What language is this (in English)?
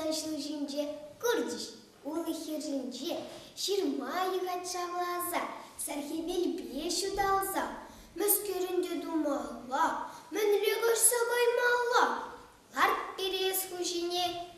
Chuvash